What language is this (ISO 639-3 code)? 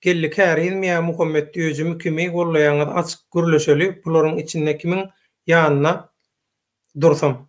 tuk